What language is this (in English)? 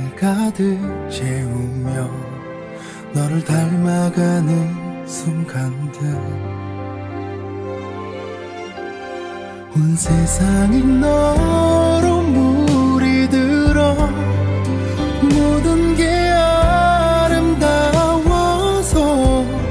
Korean